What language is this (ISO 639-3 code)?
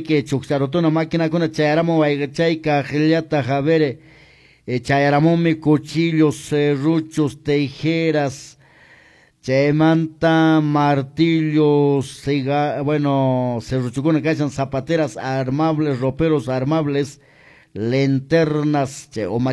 que